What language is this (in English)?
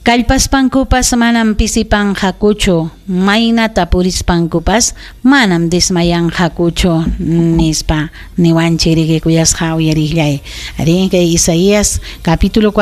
Ayacucho Quechua